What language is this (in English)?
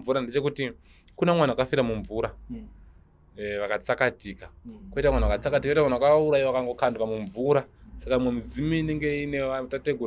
Shona